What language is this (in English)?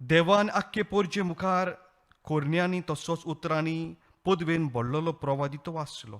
Konkani